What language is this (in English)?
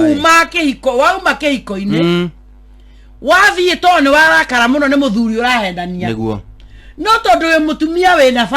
Kikuyu